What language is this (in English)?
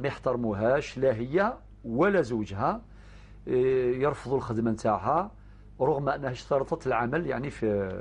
Algerian Arabic